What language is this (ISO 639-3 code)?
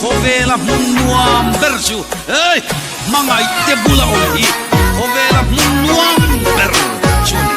lus